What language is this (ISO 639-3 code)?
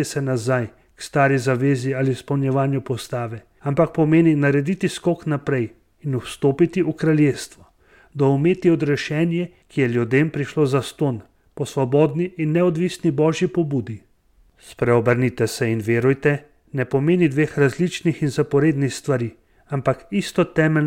slv